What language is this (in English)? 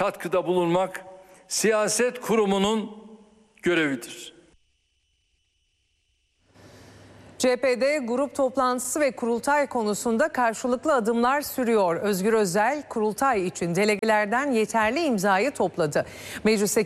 Turkish